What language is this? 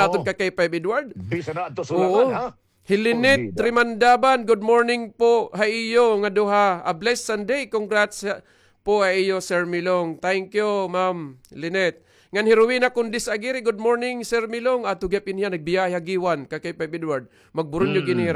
Waray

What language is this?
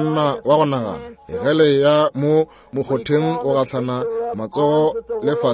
Northern Sotho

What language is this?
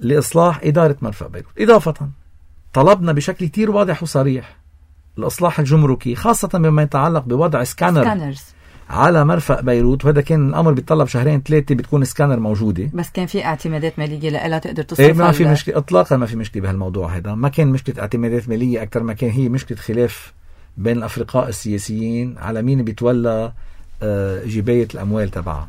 North Levantine Arabic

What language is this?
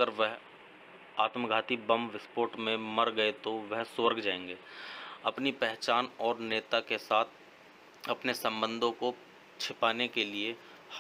Hindi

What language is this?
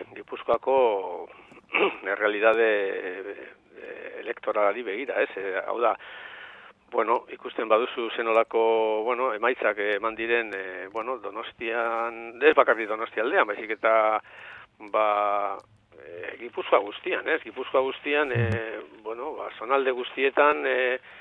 Basque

